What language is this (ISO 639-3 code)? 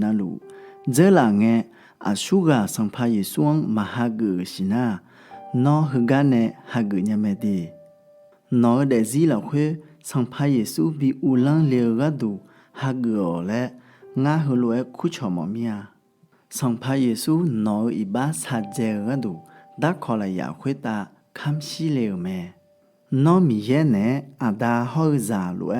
ahk